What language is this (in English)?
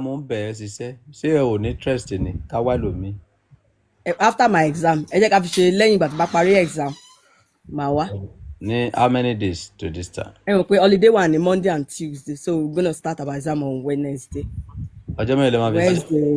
Yoruba